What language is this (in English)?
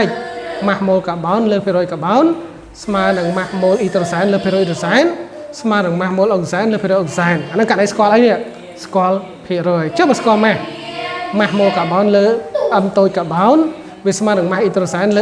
Khmer